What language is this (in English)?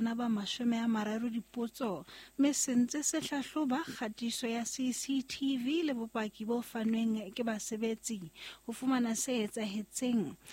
Southern Sotho